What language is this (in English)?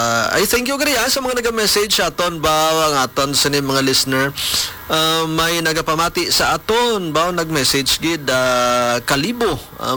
Hiligaynon